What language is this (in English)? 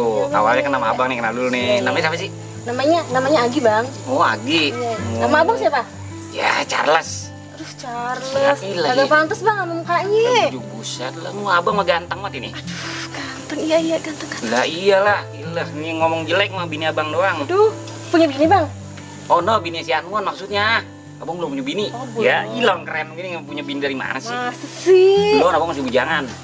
Betawi